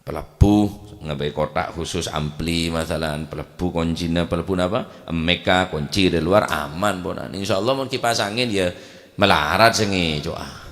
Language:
Madurese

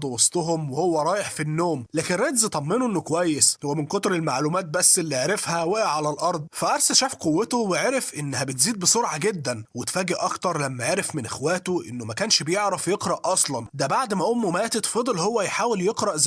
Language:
Egyptian Arabic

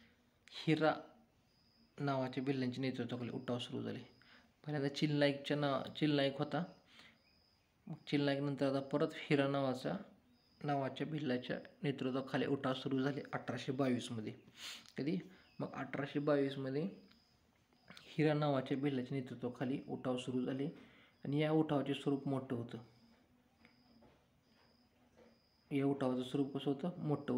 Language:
Marathi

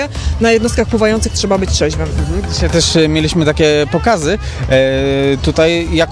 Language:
Polish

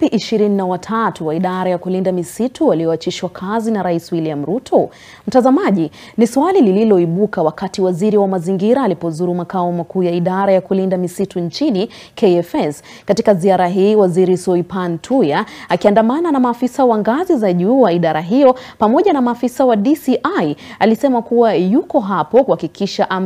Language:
Swahili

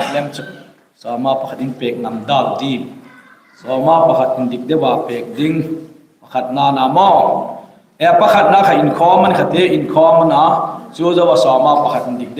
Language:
Hmar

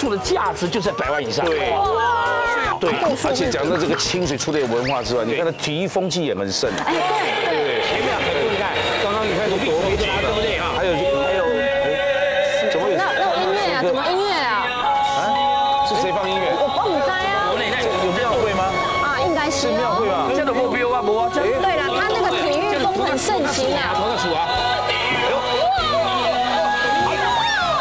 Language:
Chinese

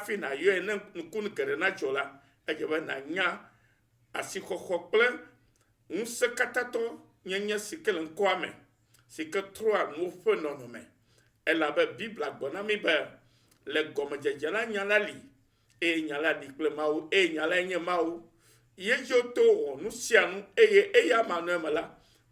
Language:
Ewe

